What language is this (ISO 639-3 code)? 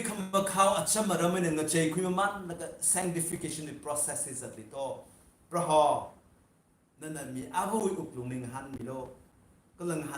nmf